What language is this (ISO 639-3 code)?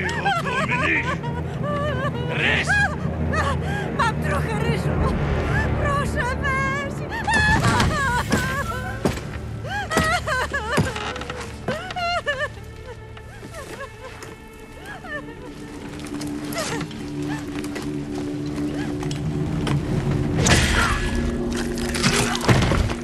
pol